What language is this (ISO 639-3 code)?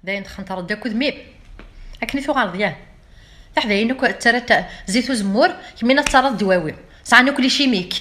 kab